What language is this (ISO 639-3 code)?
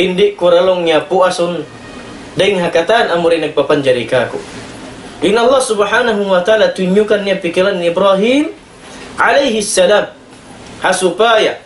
tsg